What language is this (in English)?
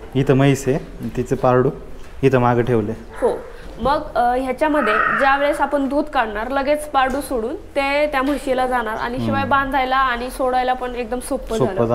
Marathi